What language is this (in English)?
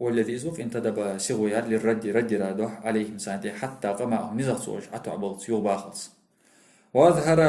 Ingush